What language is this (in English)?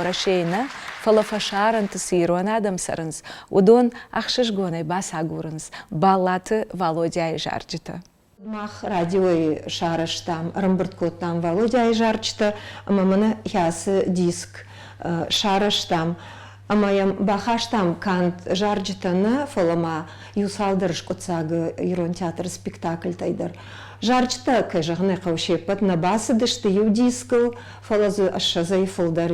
Ossetic